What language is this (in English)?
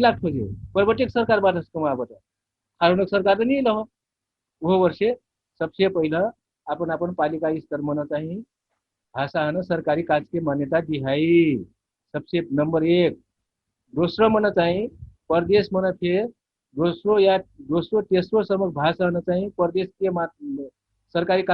Dangaura Tharu